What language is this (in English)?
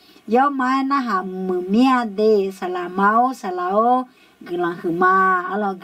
Akha